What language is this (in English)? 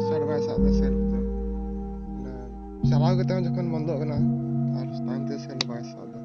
Santali